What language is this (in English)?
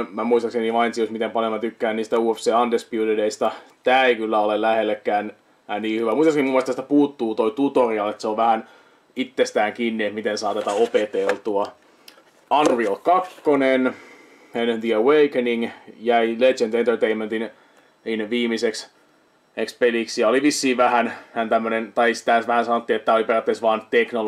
Finnish